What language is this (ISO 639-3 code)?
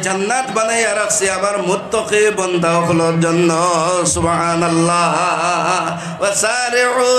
syl